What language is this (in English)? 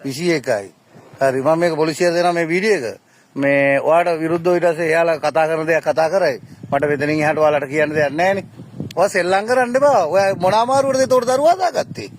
Sinhala